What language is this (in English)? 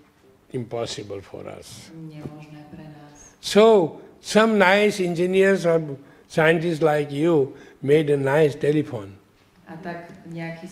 Slovak